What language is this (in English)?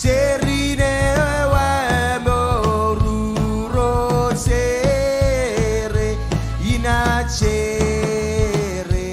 Marshallese